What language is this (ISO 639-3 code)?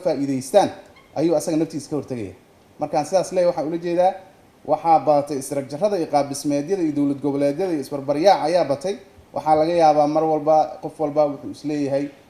som